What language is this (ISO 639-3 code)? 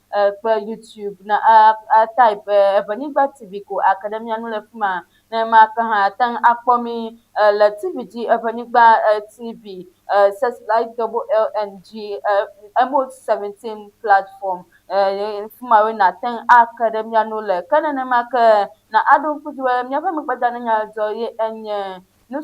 ewe